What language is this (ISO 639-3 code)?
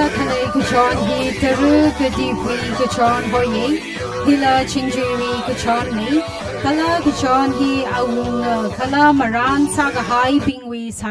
nmf